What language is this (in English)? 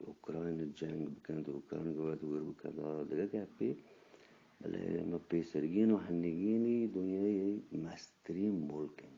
Eastern Balochi